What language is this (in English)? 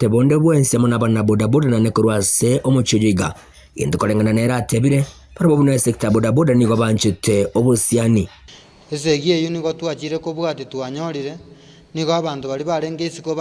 Gusii